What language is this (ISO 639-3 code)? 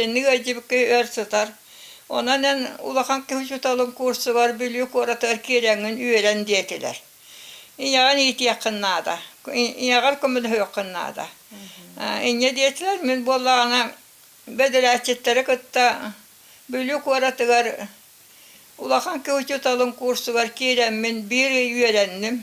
sah